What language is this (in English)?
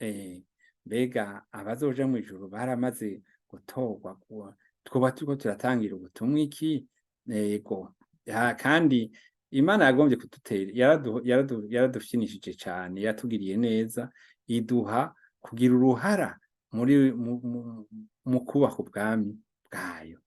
Rundi